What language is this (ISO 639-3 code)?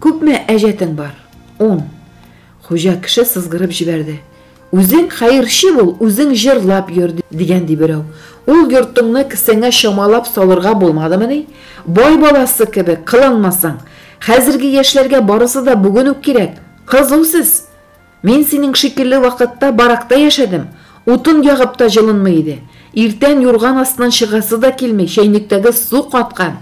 tat